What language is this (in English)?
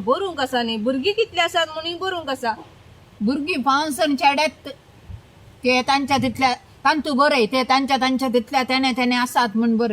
Konkani